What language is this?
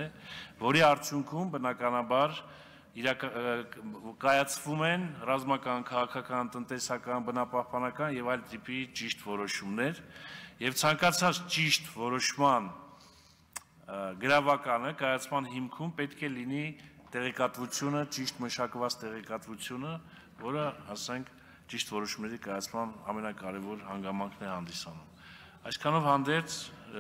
Armenian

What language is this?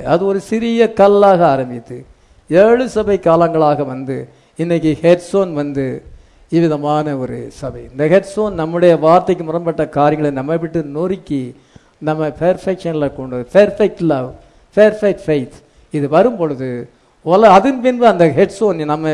Tamil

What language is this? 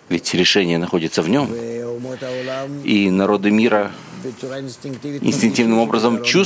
Russian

